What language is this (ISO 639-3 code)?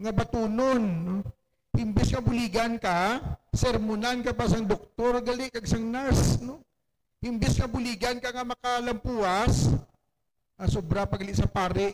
hil